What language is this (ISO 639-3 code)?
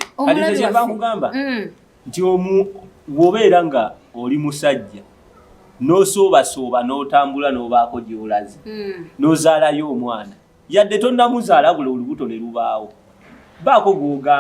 lug